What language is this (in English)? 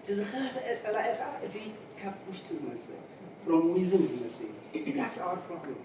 Tigrinya